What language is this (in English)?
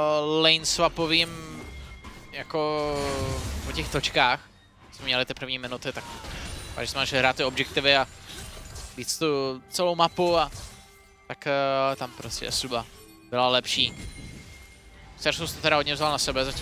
Czech